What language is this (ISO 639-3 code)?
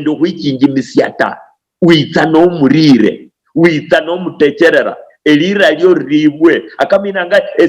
luy